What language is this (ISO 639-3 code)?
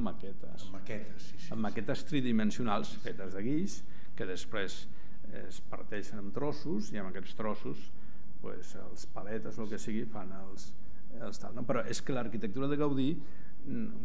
cat